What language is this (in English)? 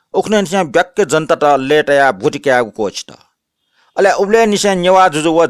Newari